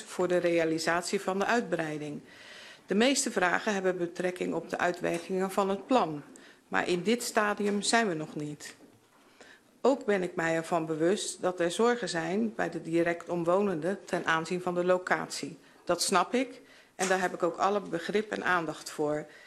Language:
Dutch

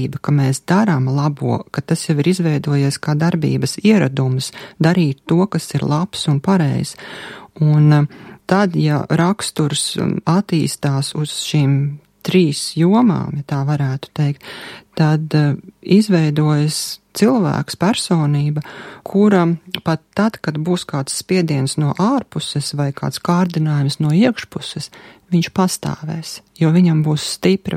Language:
Latvian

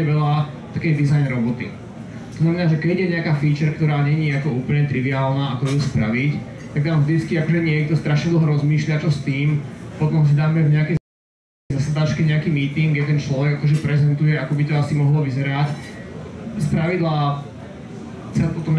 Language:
Slovak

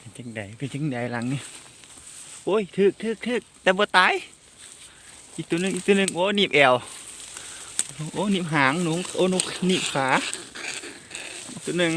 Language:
Lao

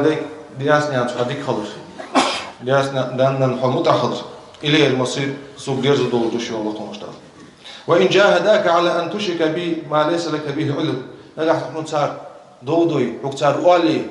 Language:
Ingush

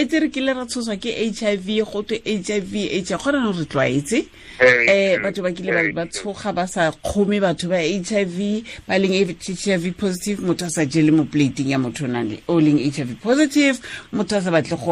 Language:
Tswana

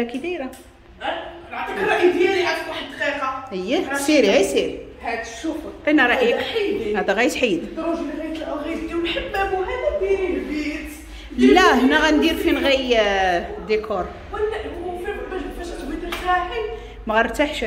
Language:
Moroccan Arabic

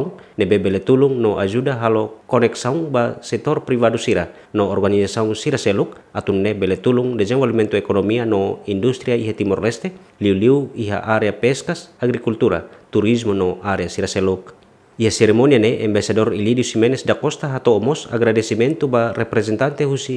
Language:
Tetum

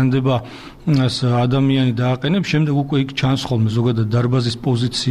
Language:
Georgian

